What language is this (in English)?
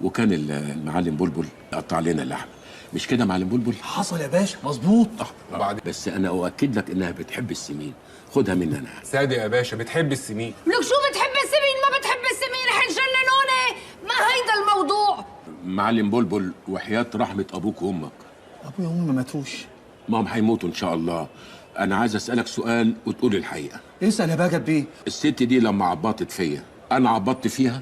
Egyptian Arabic